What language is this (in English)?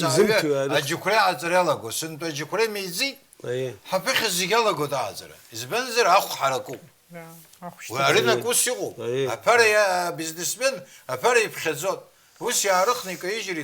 Abkhazian